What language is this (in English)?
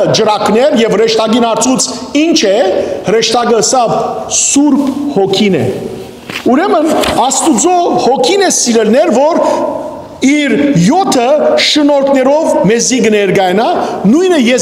Western Armenian